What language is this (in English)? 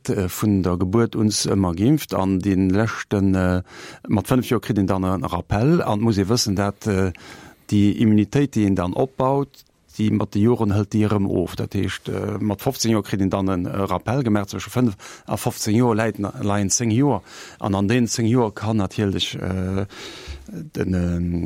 Luxembourgish